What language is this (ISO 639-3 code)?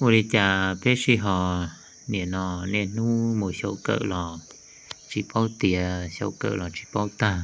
hmn